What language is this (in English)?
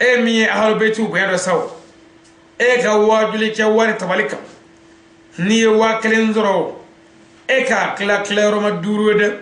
Bambara